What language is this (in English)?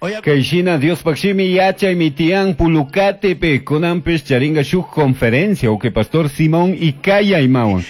Chimborazo Highland Quichua